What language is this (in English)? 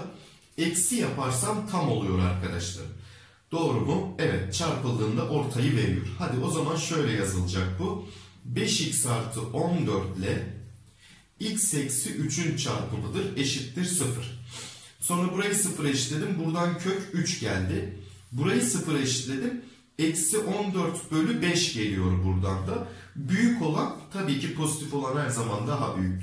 Turkish